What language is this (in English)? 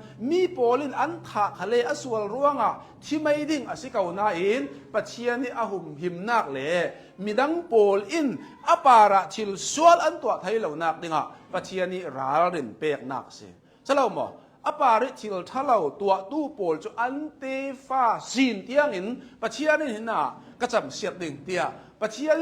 Hakha Chin